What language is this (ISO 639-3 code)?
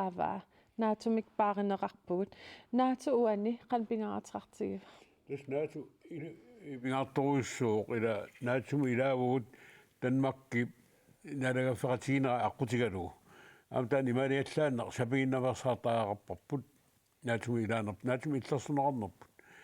kal